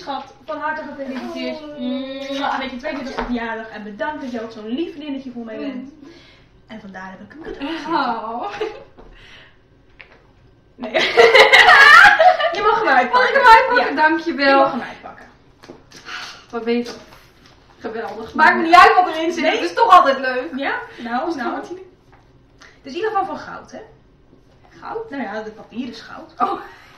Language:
Dutch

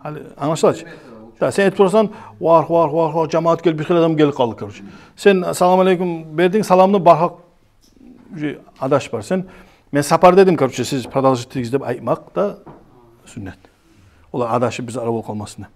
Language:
Kumyk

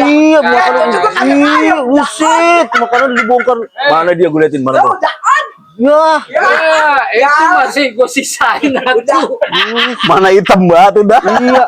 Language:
Betawi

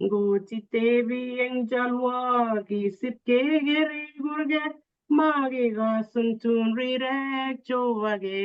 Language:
Kalenjin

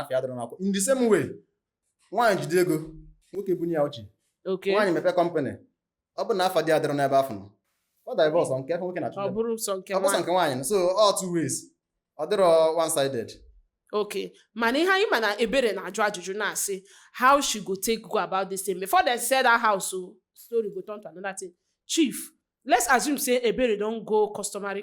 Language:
Igbo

